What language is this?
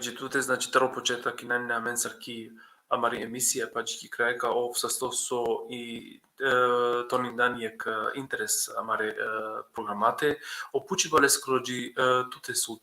Balkan Romani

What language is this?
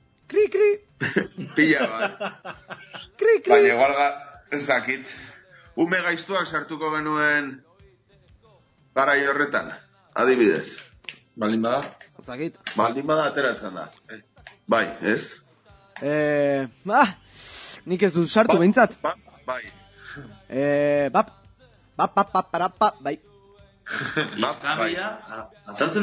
Basque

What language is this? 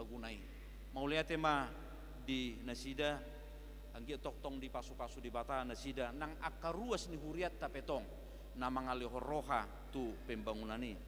Batak Toba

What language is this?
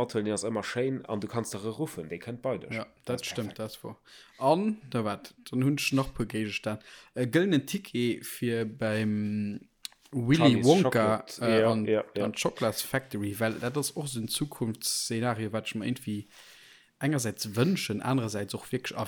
Luxembourgish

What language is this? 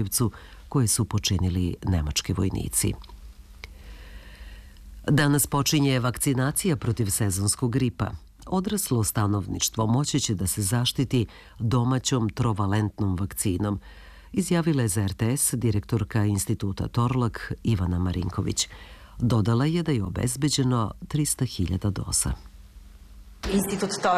Serbian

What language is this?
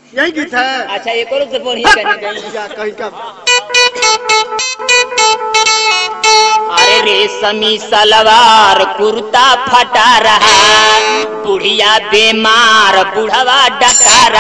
Bhojpuri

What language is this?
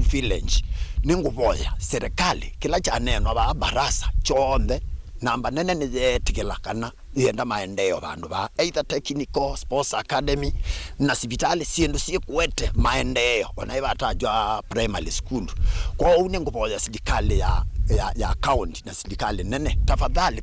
Kamba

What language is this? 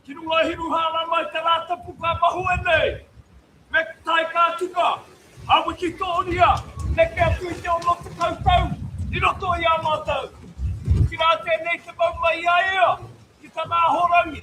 Māori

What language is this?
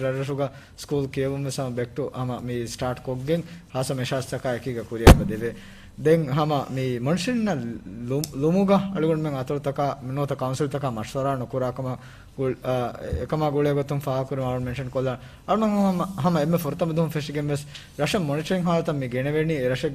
Divehi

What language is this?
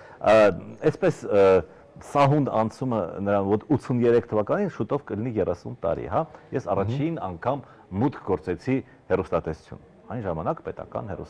Armenian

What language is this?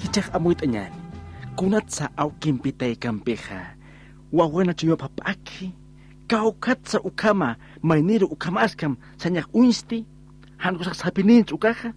Aymara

